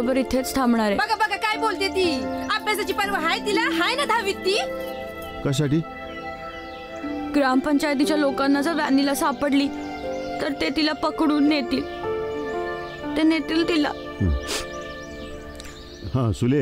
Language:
Marathi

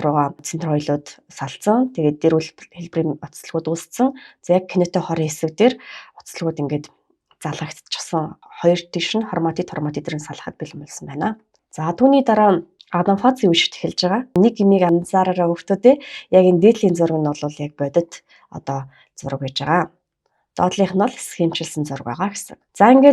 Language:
Mongolian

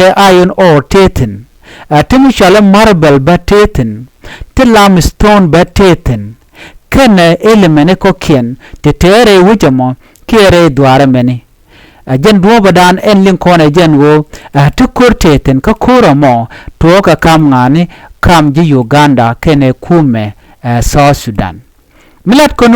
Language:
Nuer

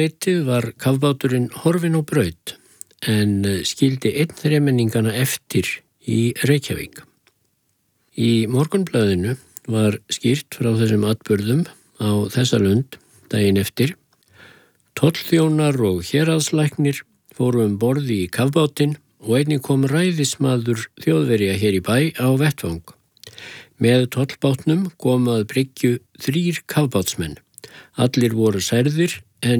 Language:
Icelandic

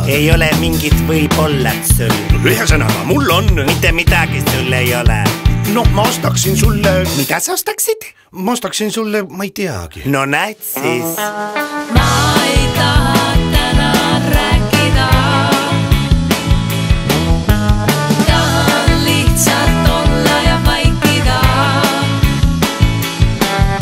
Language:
Estonian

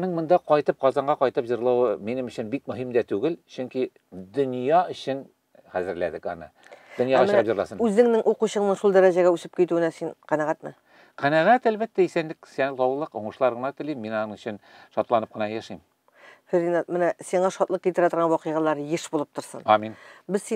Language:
Tatar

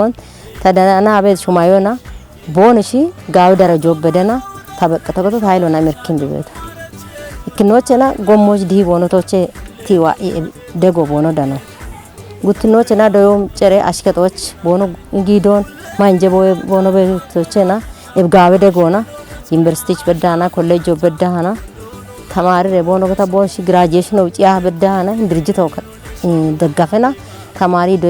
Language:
Kafa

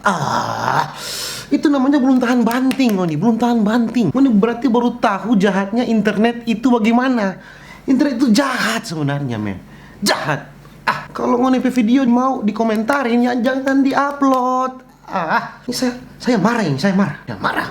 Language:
Manado Malay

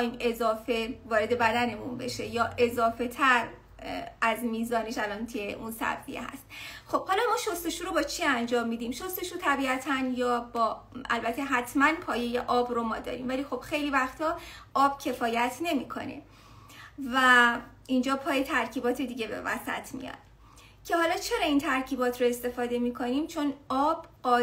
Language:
Persian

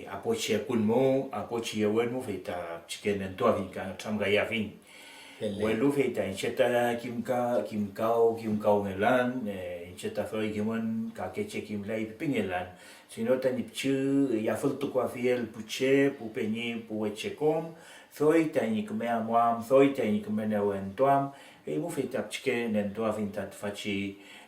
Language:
Mapuche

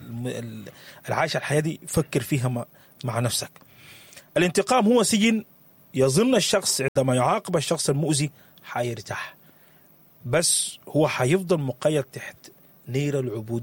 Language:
Sudanese Arabic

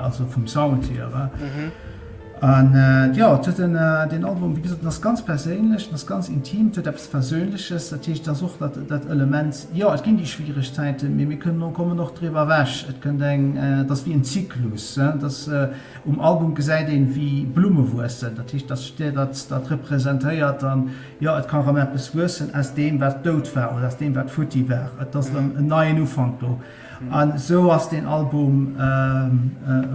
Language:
Luxembourgish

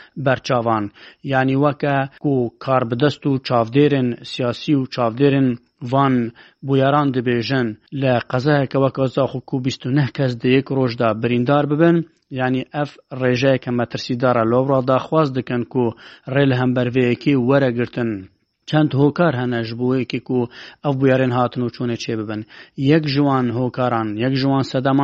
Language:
Kurdish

